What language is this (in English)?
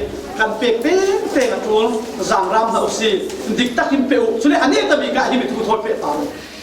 Falam Chin